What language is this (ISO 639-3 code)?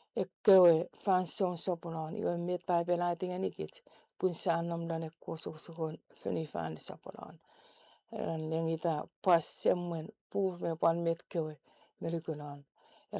chk